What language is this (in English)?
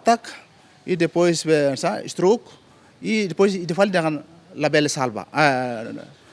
Tetum